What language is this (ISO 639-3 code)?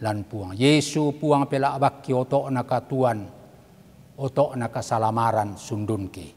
sda